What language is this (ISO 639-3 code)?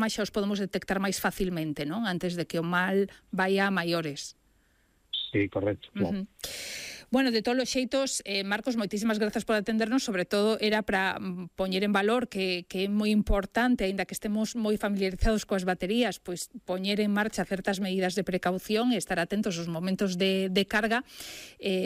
glg